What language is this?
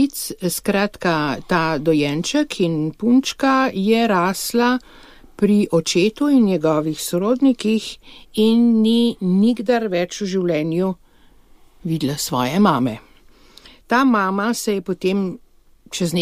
Slovenian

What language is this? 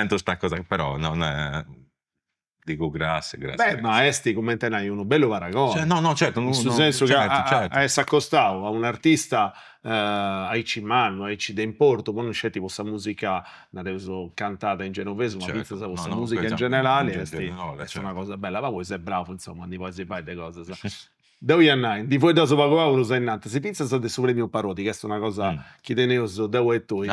Sardinian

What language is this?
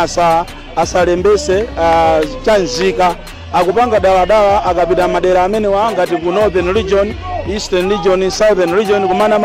Nyanja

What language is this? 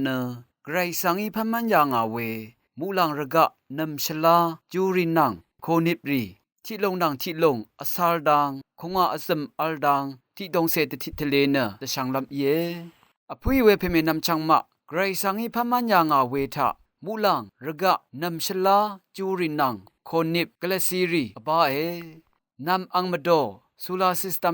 Rawang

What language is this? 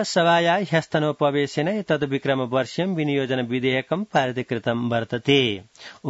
Sanskrit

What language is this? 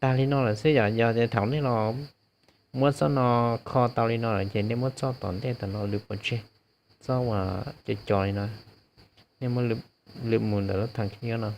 Hmong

